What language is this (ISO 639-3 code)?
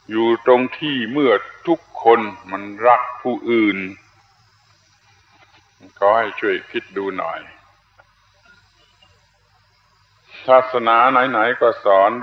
tha